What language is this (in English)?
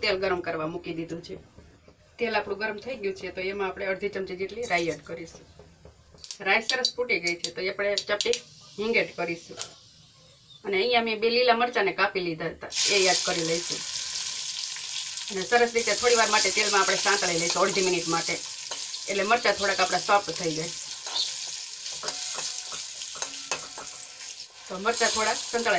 Gujarati